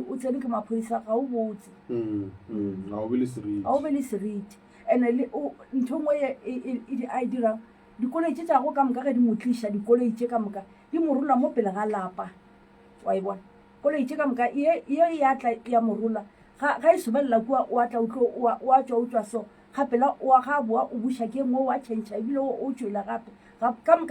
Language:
Northern Sotho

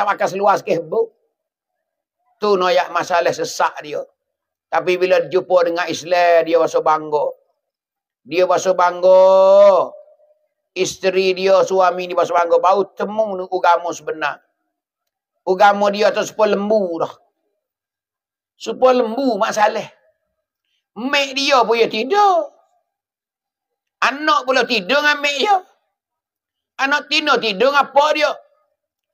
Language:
Pattani Malay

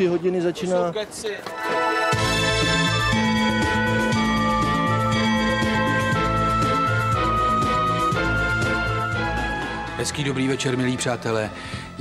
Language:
Czech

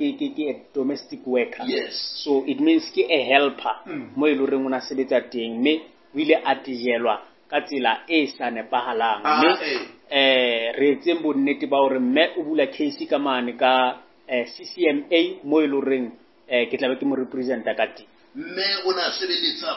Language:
Southern Sotho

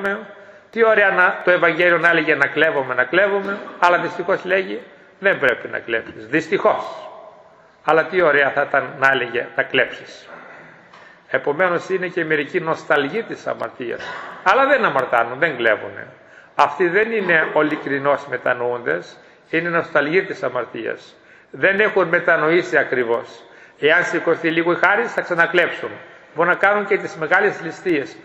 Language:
Greek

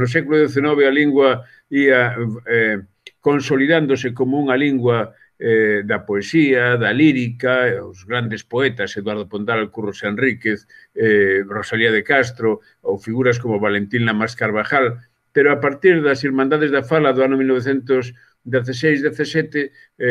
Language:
Galician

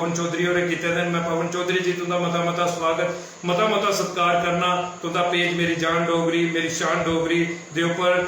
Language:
Dogri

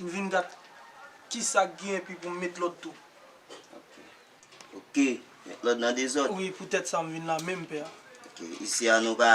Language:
Haitian Creole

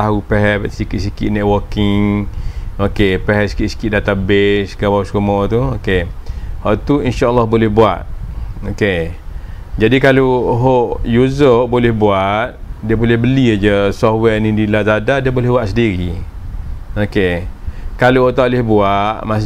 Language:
Malay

